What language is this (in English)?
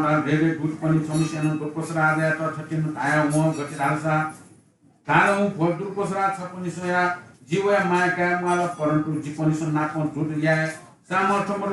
Newari